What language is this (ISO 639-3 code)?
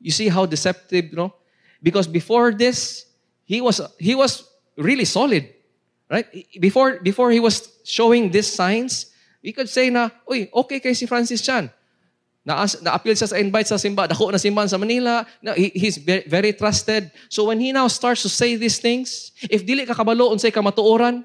ceb